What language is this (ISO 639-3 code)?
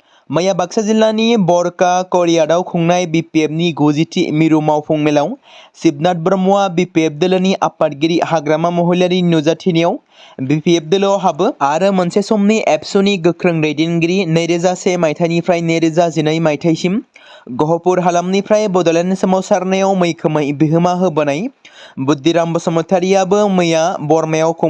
brx